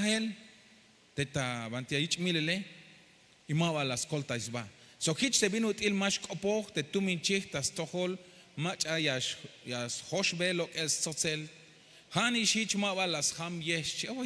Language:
Tzeltal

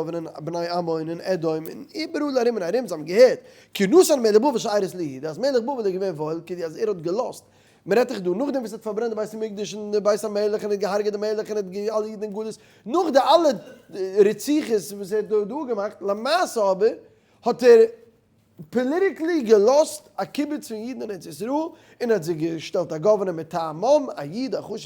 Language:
Yiddish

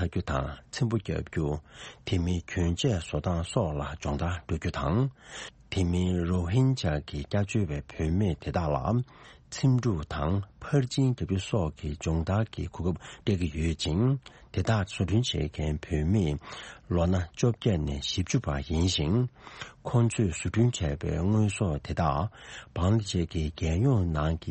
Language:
Tibetan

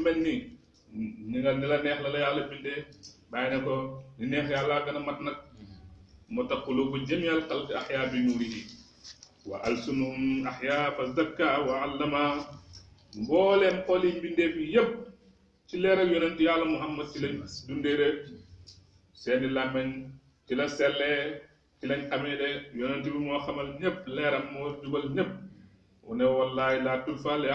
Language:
Wolof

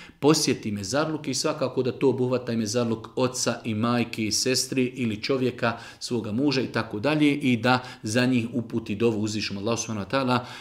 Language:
Bosnian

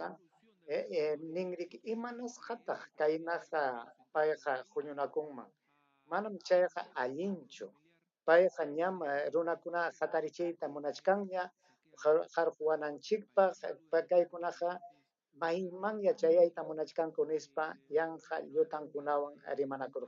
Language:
Ayacucho Quechua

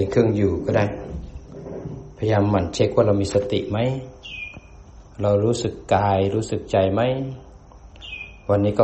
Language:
Thai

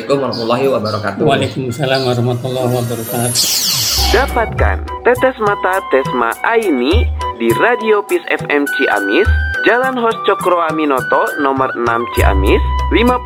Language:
Indonesian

